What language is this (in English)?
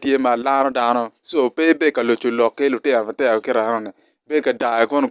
Acoli